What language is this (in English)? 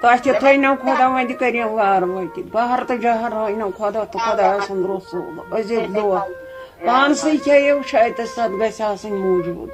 Kashmiri